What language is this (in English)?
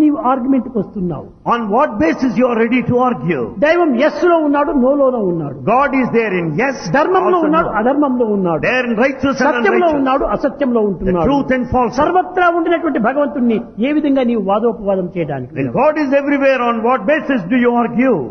Telugu